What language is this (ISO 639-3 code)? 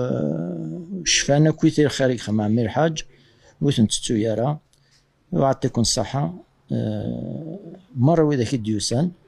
kab